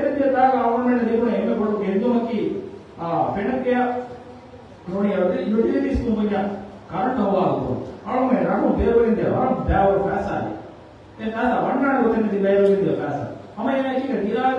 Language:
Divehi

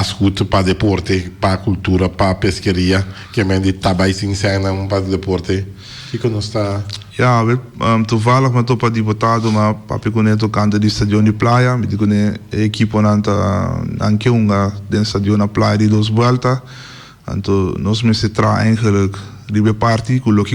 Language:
Papiamento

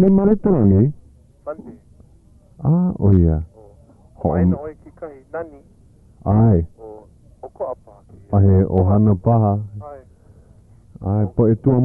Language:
Hawaiian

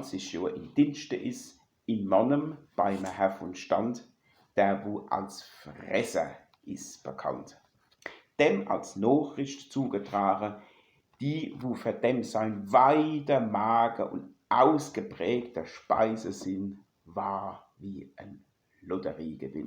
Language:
Palatine German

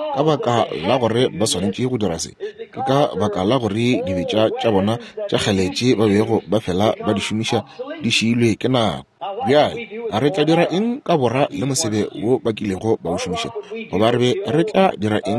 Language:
Northern Sotho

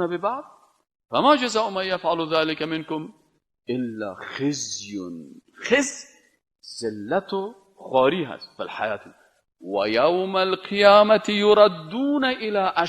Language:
Persian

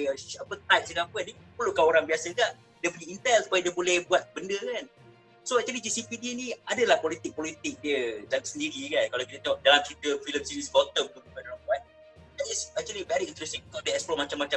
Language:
Malay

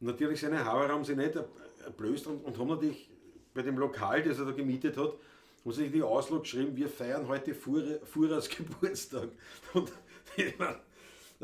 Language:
Bavarian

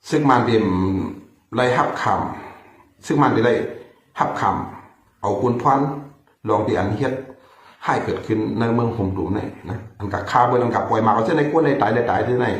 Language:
Shan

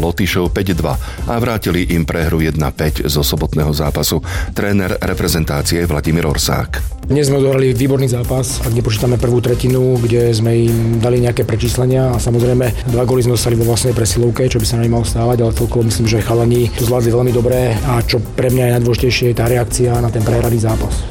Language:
Slovak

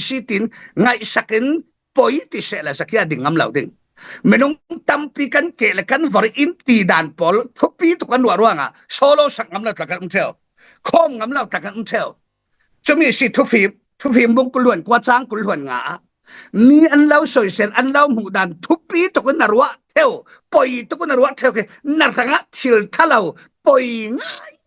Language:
Falam Chin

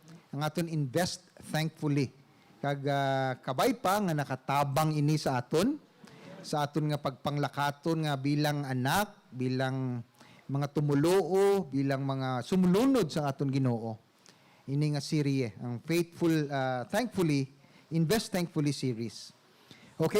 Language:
Hiligaynon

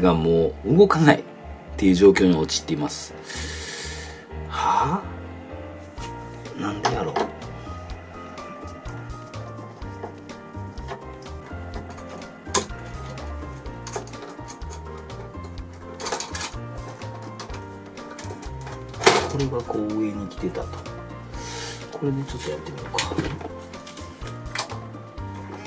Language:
Japanese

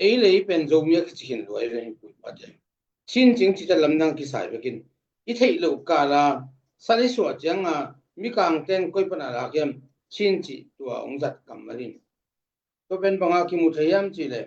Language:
Tedim Chin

